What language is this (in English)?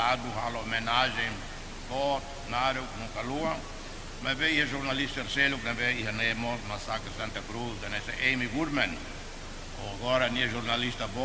Tetum